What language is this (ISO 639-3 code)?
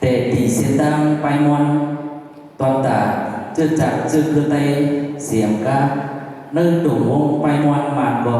shn